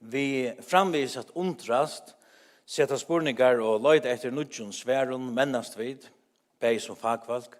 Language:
Faroese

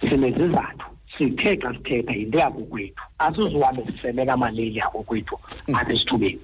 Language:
Xhosa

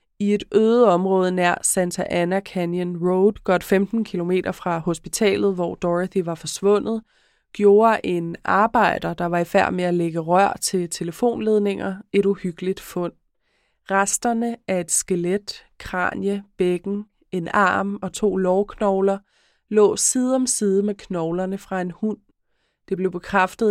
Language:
Danish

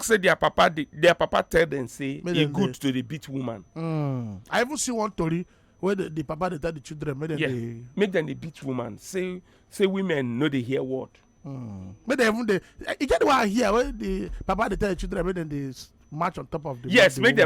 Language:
Nigerian Pidgin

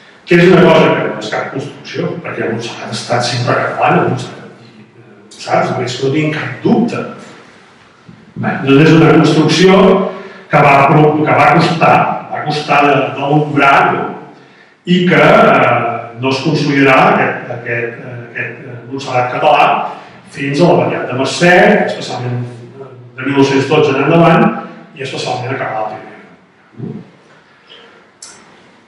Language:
Catalan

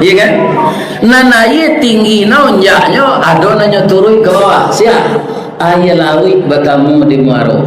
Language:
Minangkabau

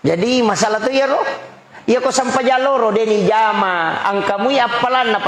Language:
Buginese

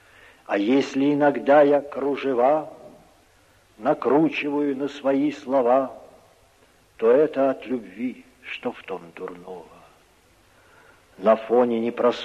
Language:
Russian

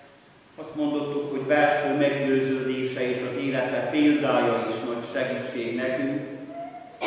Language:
Hungarian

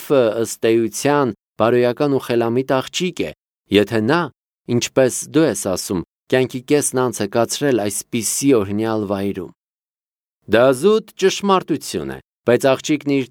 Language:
Armenian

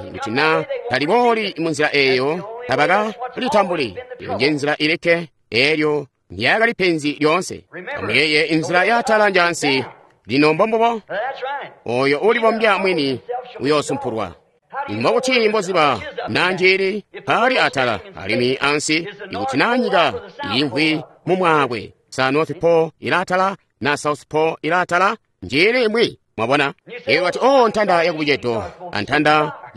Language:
Tonga (Zambia)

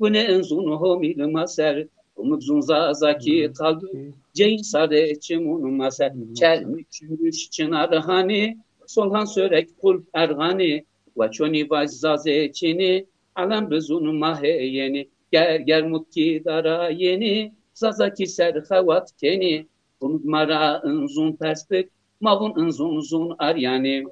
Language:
Zaza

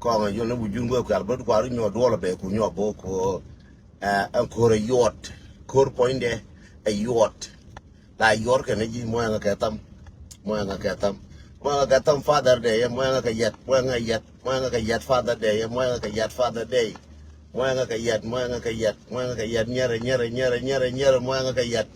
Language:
Nuer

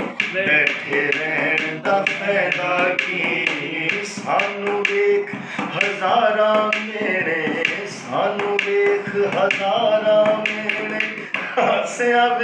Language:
Saraiki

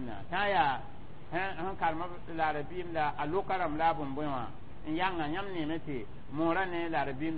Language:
Mossi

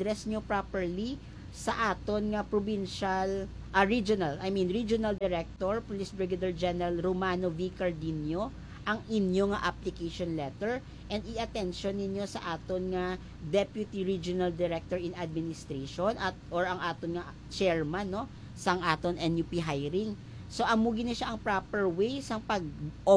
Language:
Hiligaynon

